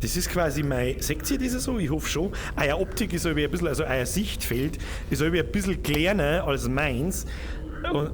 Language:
Bavarian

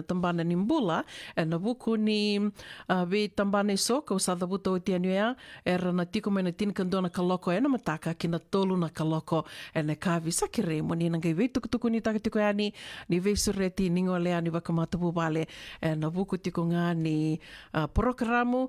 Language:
Fijian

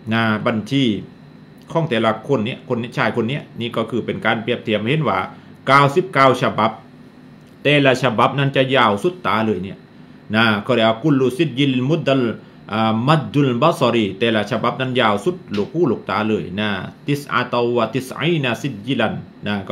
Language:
Thai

